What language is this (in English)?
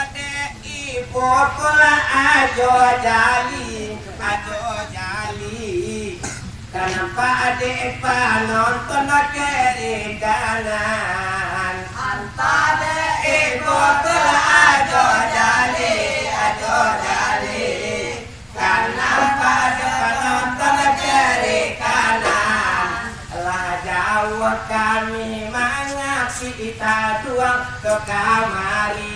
Minangkabau